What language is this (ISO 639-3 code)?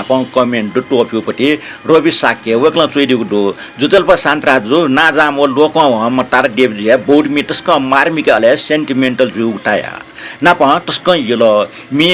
new